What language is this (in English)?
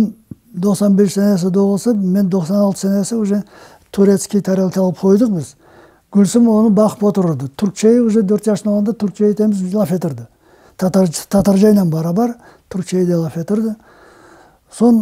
Crimean Tatar